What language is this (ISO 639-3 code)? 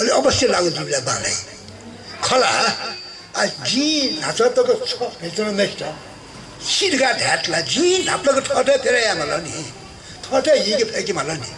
new